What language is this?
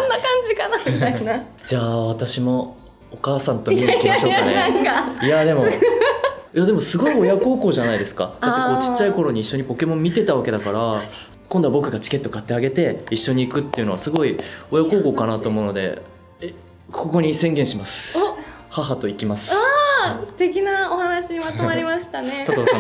Japanese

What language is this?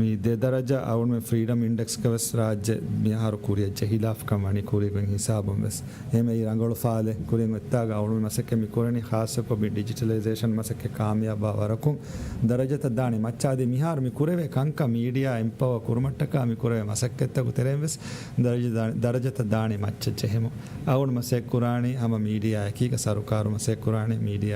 Divehi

